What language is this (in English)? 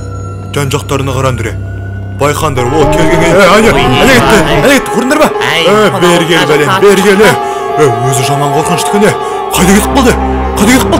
Kazakh